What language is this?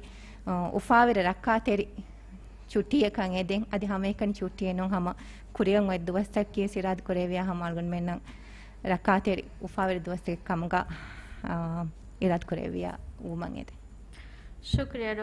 Divehi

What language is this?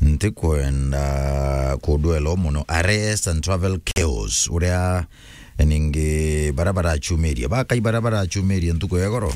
Meru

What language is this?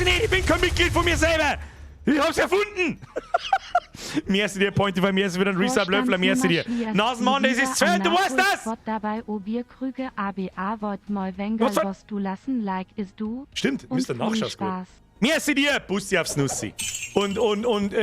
Bavarian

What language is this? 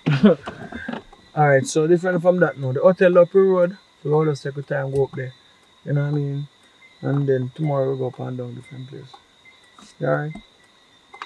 Jamaican Creole English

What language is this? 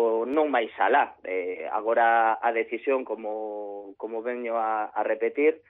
Galician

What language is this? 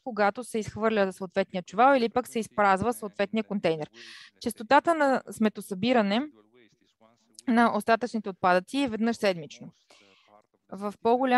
Bulgarian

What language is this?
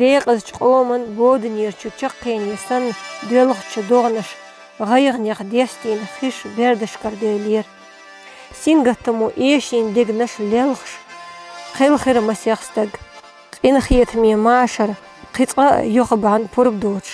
Chechen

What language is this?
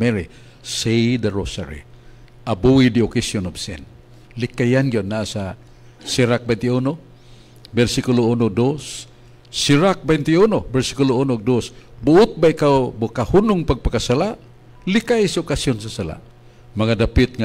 Cebuano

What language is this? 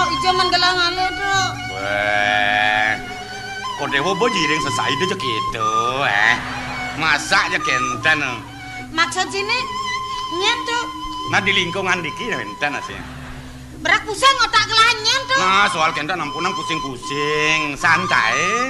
Balinese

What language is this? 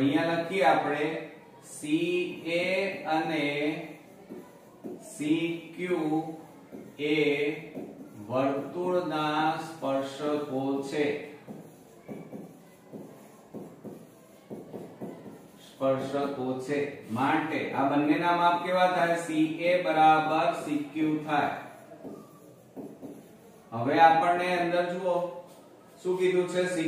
Gujarati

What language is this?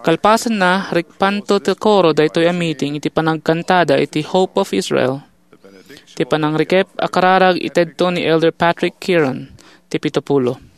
Iloko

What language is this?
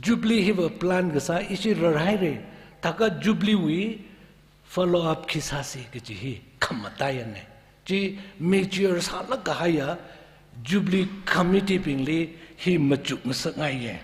Tangkhul Naga (India)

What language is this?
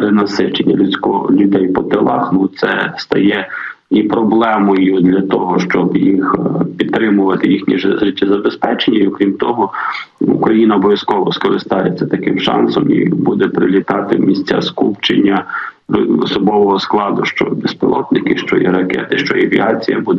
Ukrainian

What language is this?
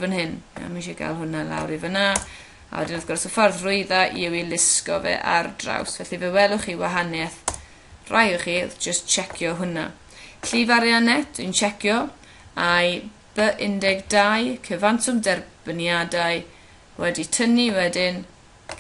Welsh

